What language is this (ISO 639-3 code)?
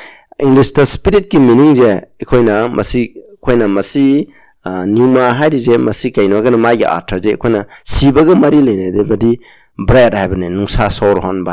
mni